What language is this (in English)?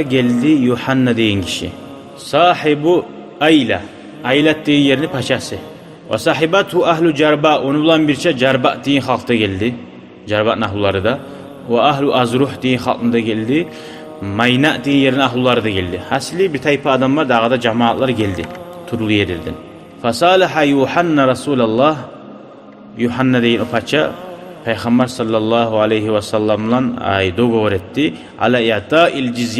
Kumyk